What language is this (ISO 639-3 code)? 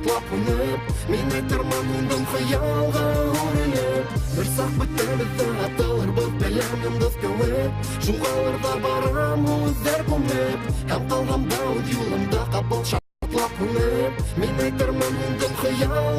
bak